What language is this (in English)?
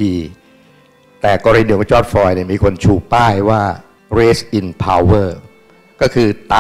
Thai